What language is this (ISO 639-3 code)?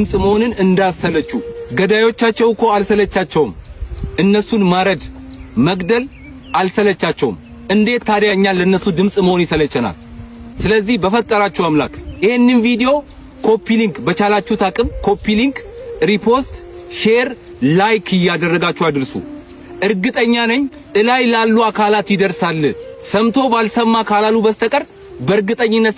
amh